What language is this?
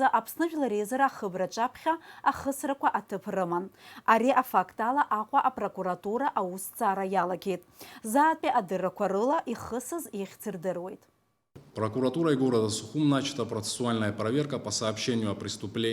Abkhazian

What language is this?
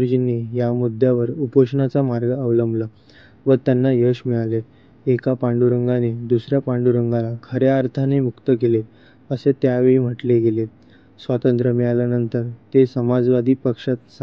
Marathi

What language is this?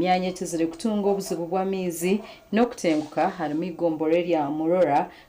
Nyankole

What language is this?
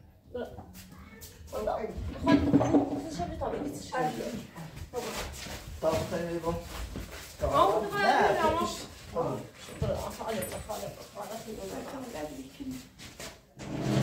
Persian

